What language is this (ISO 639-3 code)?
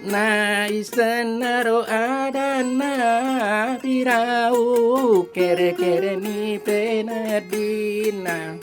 bug